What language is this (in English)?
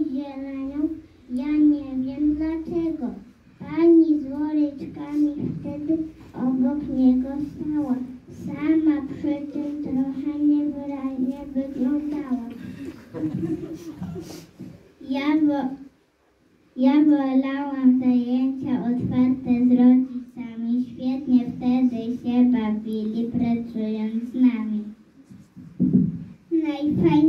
Polish